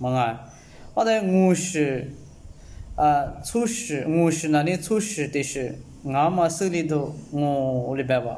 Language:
Lisu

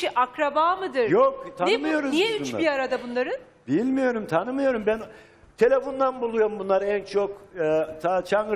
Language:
Turkish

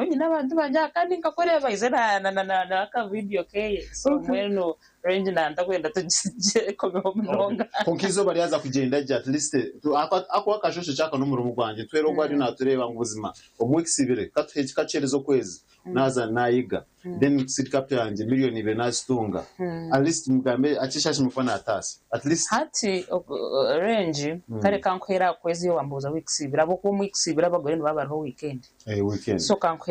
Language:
Nyankole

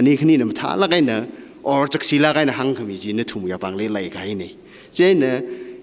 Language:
Tangkhul Naga (India)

